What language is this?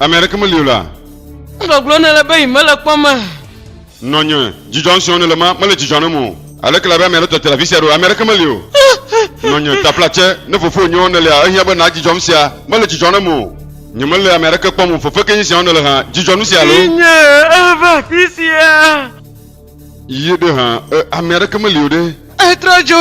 Ewe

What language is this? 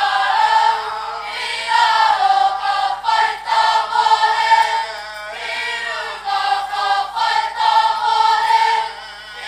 Māori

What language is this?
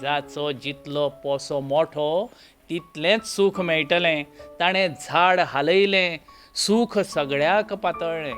Konkani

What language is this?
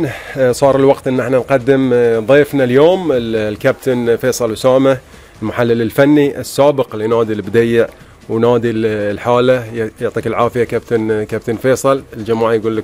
Gulf Arabic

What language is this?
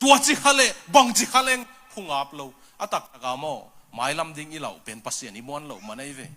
Tedim Chin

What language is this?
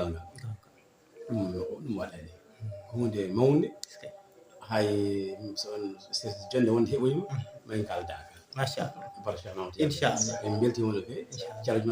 Fula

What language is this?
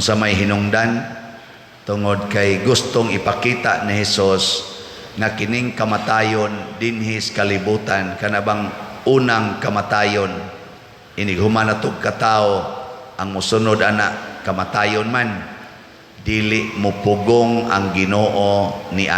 Cebuano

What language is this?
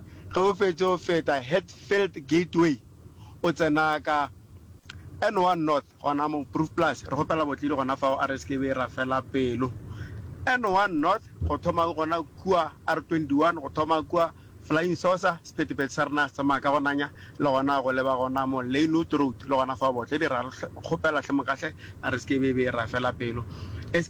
Northern Sotho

